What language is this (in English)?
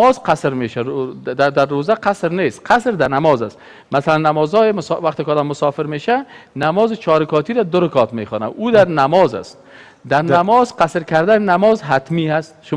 Persian